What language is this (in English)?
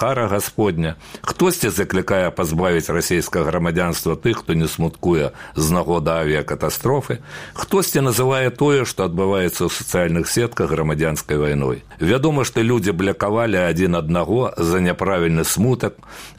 Belarusian